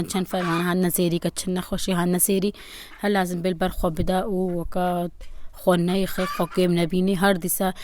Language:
Kurdish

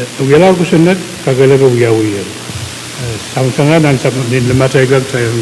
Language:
Pohnpeian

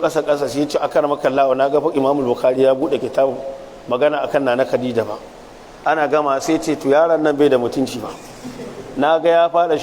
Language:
Hausa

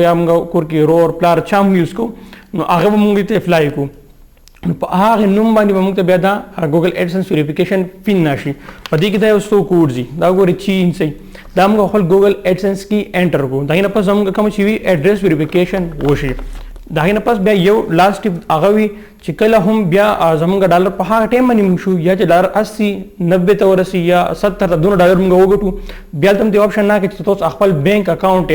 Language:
Pashto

